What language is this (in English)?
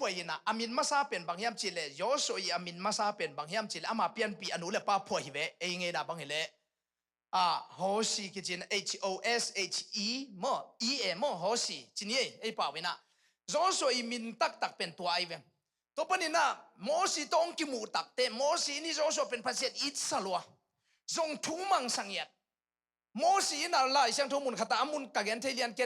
Tedim Chin